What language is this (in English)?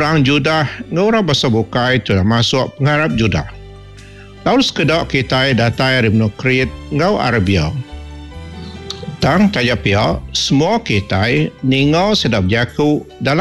Iban